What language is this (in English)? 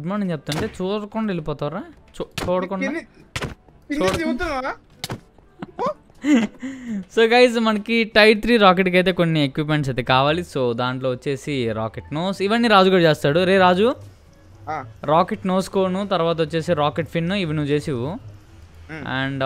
Telugu